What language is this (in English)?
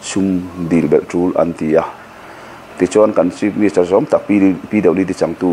Mizo